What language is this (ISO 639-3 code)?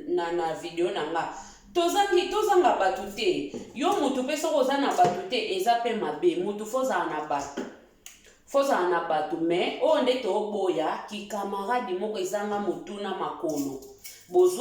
lin